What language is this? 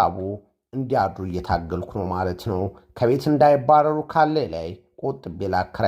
Amharic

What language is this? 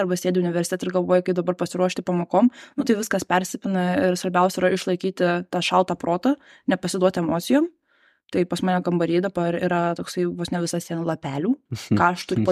Lithuanian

